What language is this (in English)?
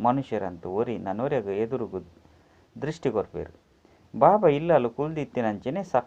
Tulu